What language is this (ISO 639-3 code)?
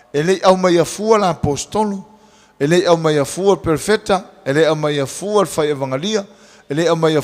smo